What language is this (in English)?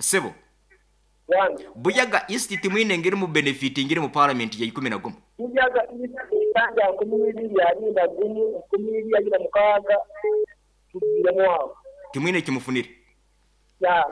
Nyoro